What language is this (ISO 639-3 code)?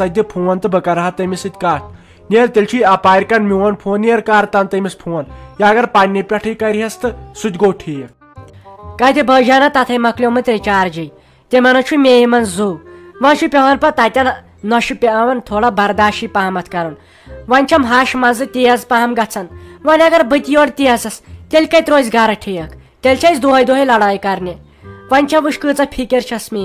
kas